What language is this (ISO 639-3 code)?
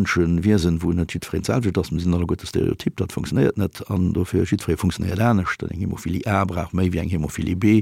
ltz